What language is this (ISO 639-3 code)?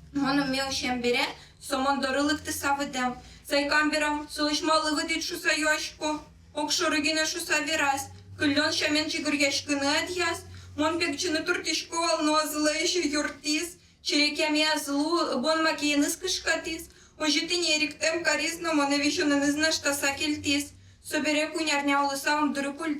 udm